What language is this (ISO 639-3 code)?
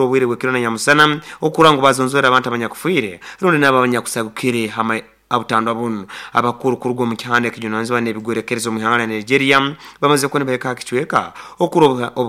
nyo